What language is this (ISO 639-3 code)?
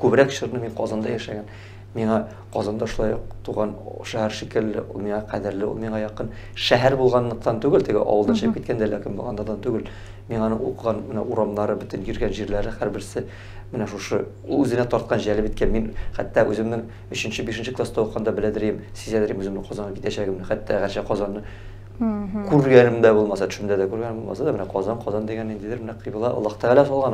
tat